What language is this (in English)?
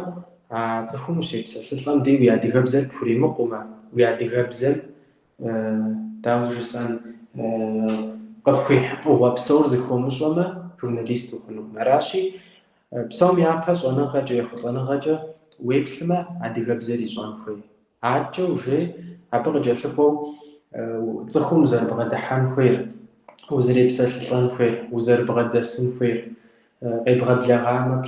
Kabardian